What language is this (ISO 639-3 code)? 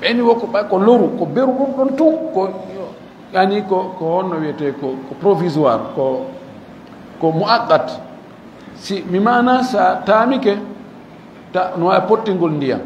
ful